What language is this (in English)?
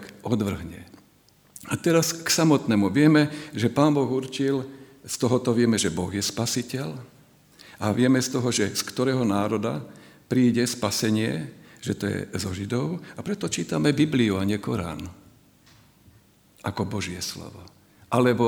Slovak